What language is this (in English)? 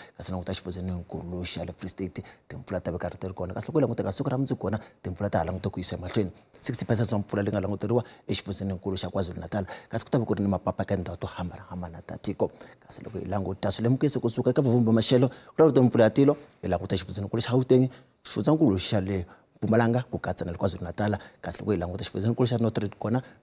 Tsonga